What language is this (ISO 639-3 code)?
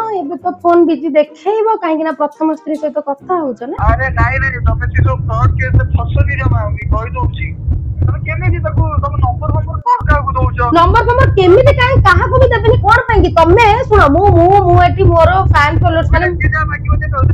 ori